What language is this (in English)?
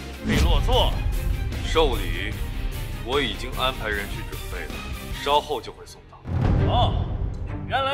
Chinese